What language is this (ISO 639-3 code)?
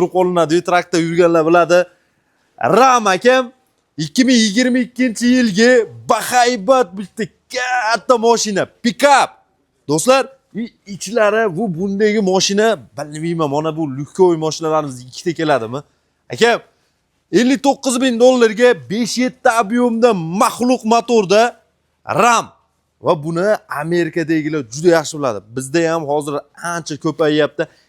uzb